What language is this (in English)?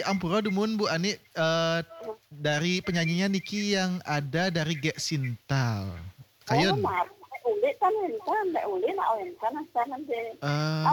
Balinese